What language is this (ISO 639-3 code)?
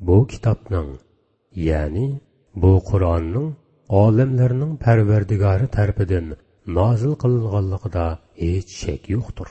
uig